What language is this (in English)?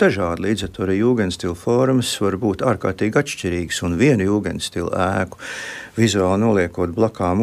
Latvian